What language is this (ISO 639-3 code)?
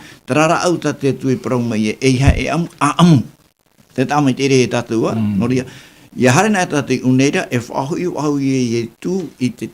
tah